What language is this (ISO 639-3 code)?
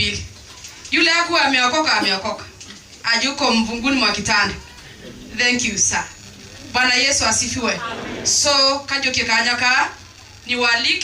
mer